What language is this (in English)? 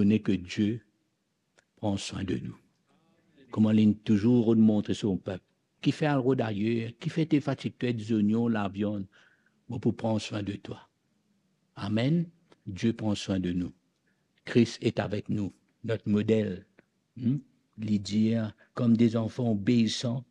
Morisyen